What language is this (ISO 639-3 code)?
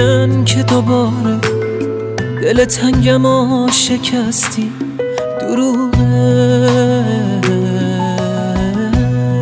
fas